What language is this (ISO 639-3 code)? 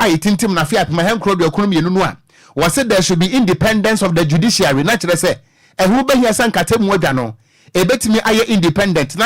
aka